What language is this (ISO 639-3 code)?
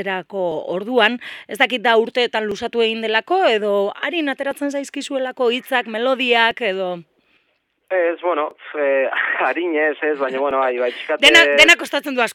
eus